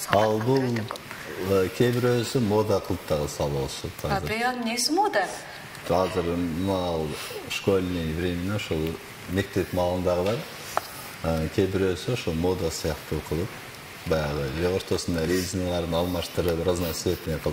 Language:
Kyrgyz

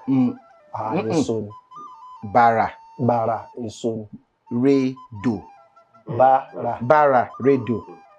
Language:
Yoruba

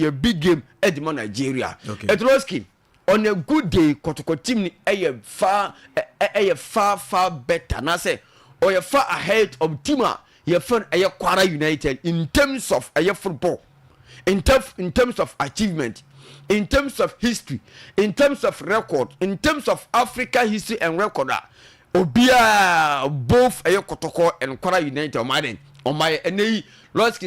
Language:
Akan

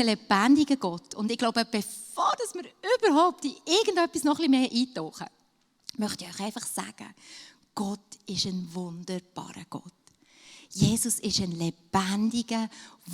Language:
Swiss German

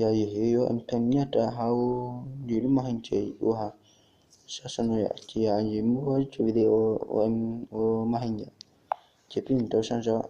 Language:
Hmong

